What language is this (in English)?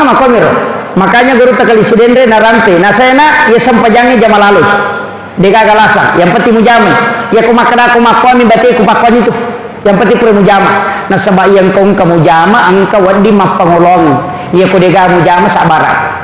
Buginese